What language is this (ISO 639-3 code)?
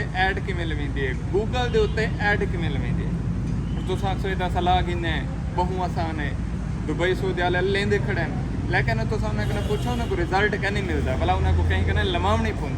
skr